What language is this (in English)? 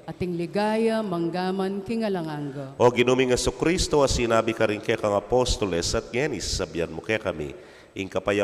Pampanga